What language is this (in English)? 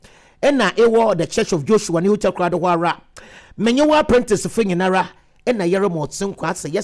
Akan